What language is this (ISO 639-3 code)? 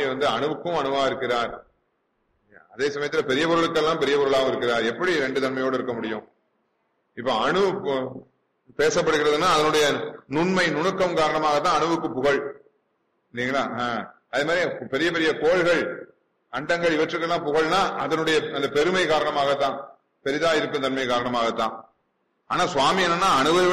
tam